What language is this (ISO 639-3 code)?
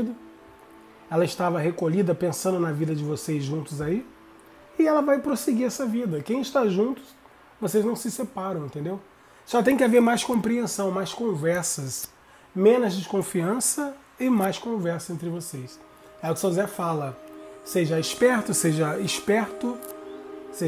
por